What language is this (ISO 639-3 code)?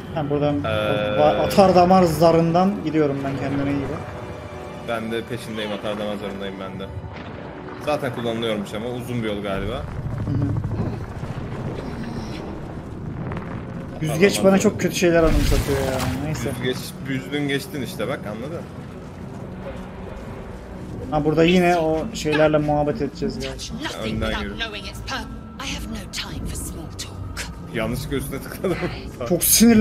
tur